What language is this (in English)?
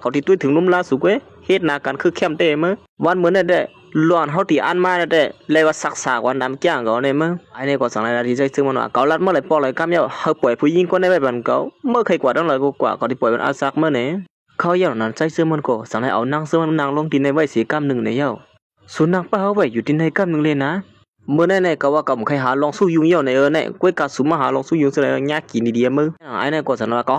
Shan